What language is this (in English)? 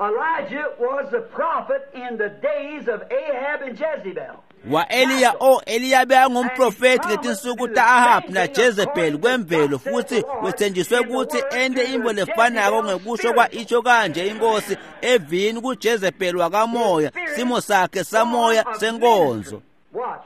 Swati